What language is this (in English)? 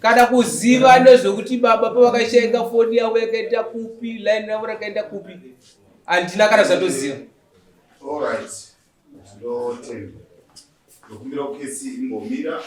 Shona